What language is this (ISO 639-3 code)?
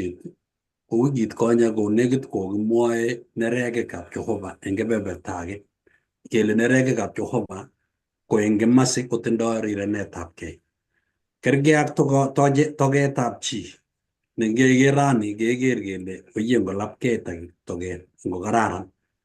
kln